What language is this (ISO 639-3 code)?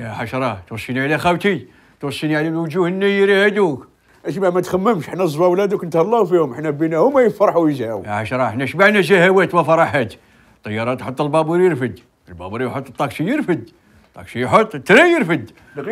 arq